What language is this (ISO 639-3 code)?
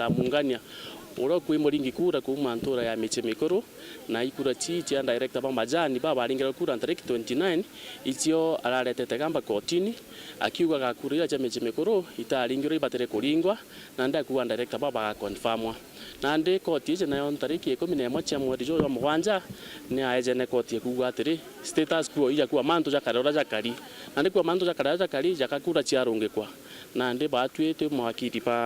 mer